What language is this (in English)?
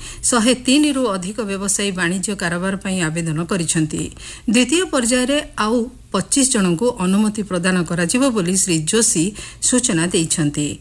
Odia